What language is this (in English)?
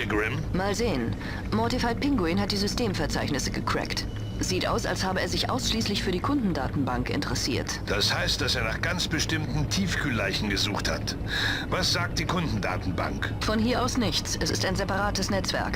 Bavarian